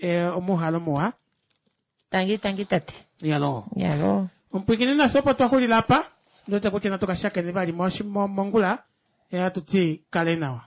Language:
Kuanyama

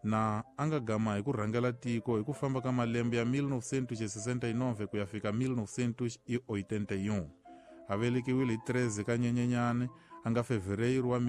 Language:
Tsonga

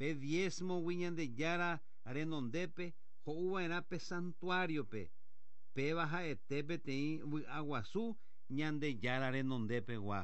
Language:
Guarani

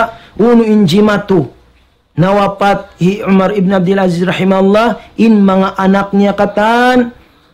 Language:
Tausug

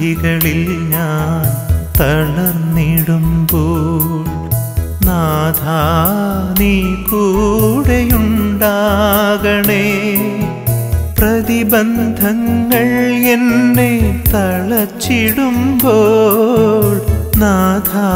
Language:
Malayalam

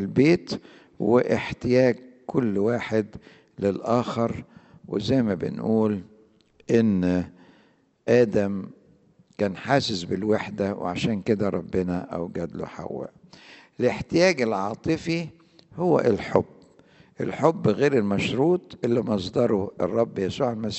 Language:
Egyptian Arabic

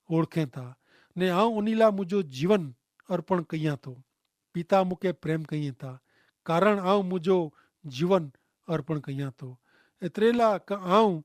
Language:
Kachhi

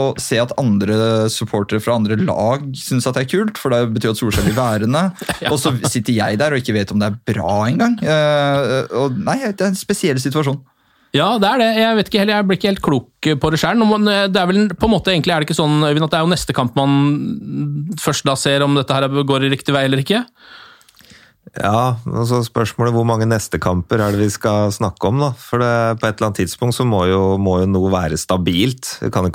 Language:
Norwegian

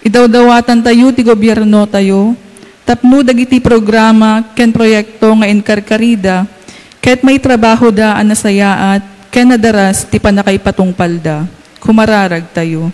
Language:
Iloko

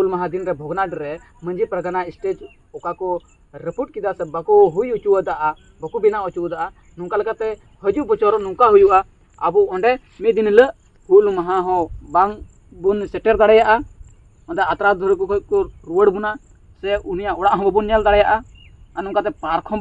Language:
Santali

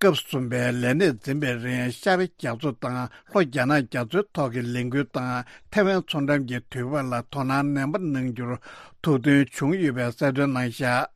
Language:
Tibetan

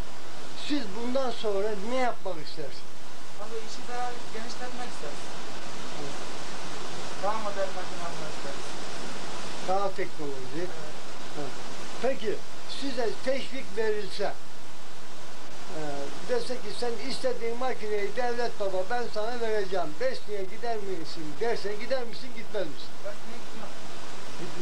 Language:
Turkish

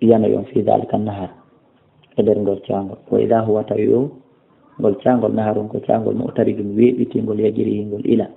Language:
Fula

